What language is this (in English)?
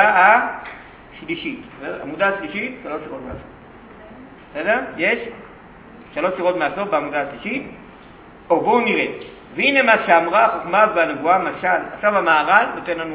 Hebrew